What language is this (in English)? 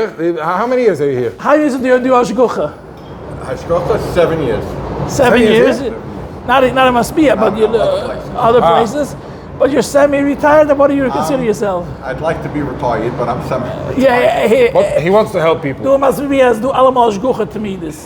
Yiddish